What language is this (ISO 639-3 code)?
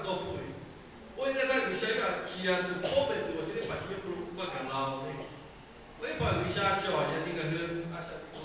lhu